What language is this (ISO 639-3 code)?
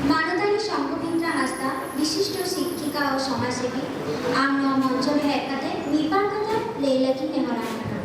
sat